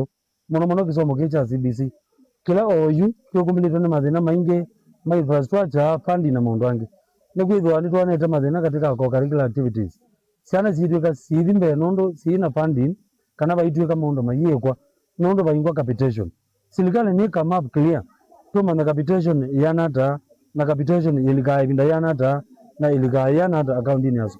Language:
Kamba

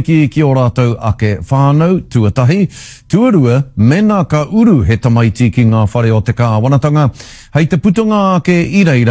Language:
Māori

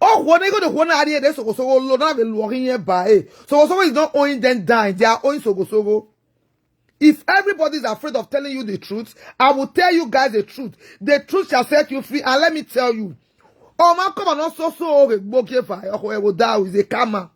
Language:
Nigerian Pidgin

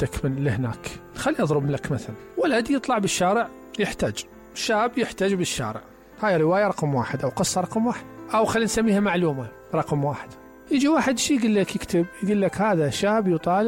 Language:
Mesopotamian Arabic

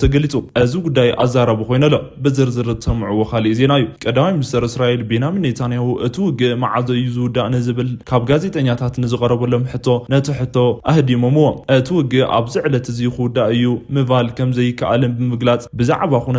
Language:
Tigrinya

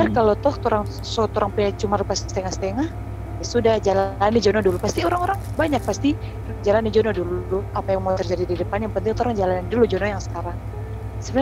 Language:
Manado Malay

